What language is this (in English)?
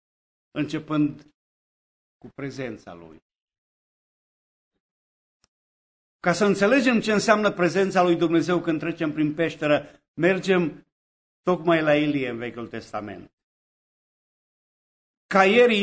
Romanian